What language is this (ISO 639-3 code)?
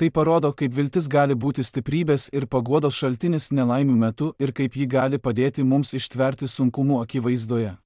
lit